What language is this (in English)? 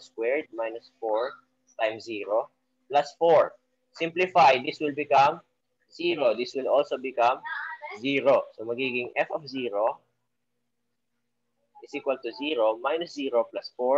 Filipino